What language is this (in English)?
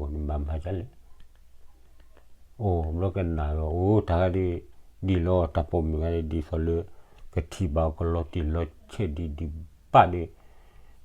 S'gaw Karen